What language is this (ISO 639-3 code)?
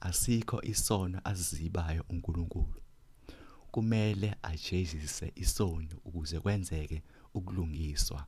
zul